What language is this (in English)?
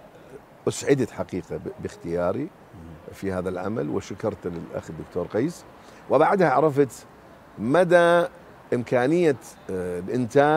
Mesopotamian Arabic